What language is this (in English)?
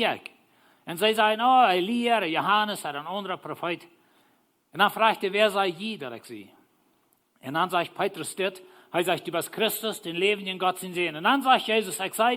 Plautdietsch